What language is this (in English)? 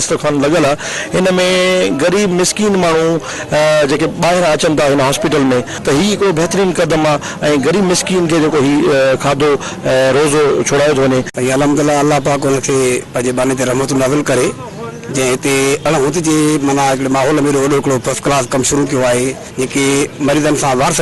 Sindhi